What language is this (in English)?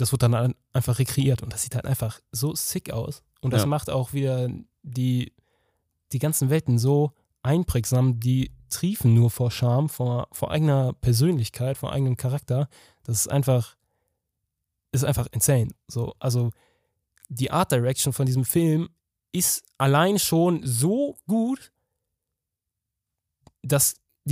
German